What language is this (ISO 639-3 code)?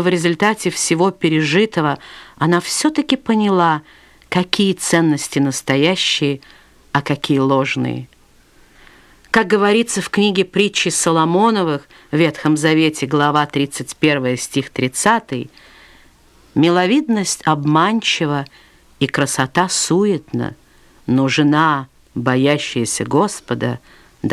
rus